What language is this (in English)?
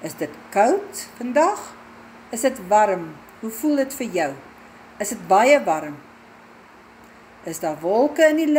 Afrikaans